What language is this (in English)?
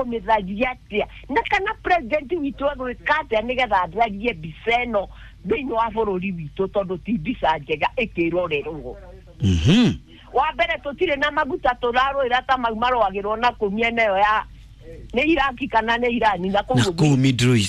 Kikuyu